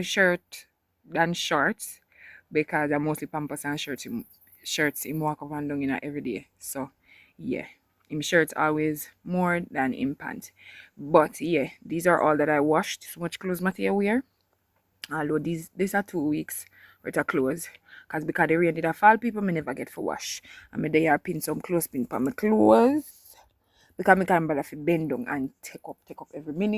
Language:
Jamaican Creole English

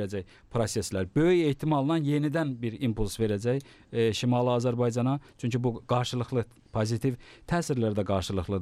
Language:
Azerbaijani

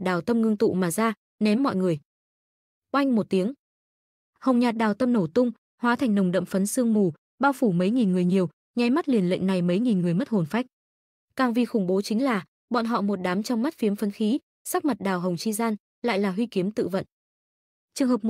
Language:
Vietnamese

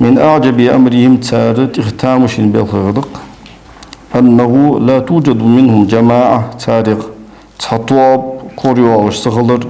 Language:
Ingush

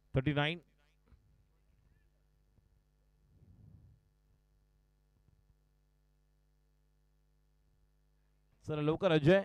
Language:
Marathi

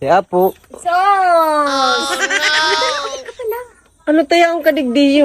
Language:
Bikol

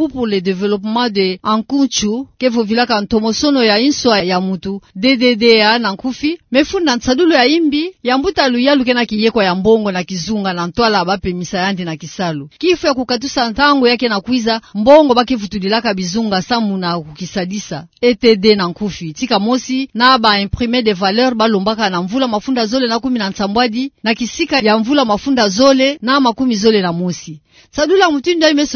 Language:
Kituba (Democratic Republic of Congo)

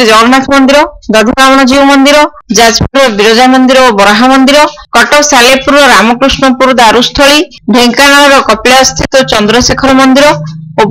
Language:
Odia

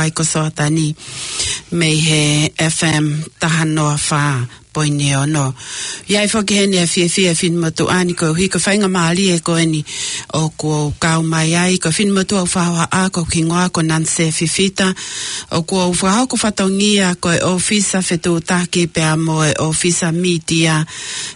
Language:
Tongan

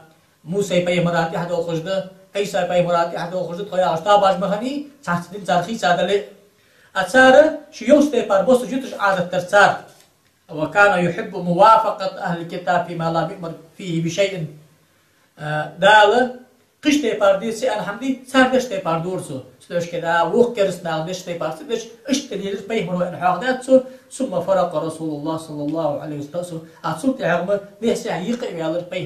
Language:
Ingush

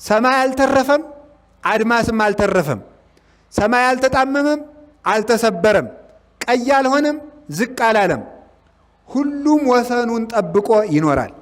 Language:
Amharic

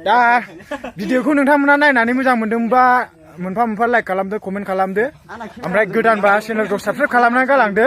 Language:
Bodo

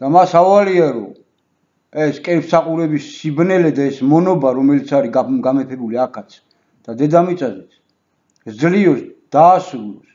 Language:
Georgian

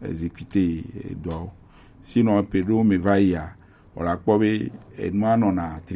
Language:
Gen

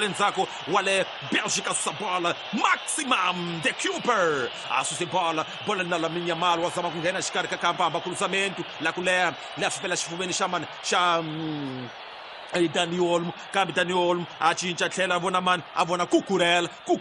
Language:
Tsonga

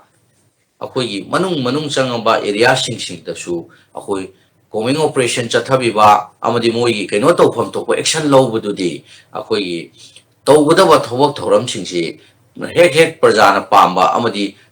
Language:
Manipuri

